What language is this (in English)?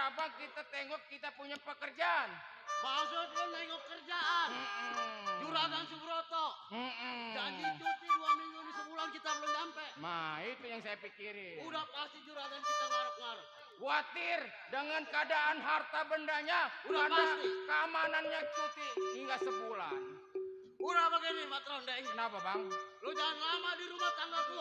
Betawi